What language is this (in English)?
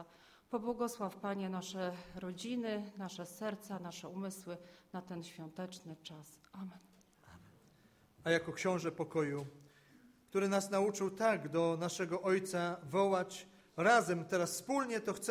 Polish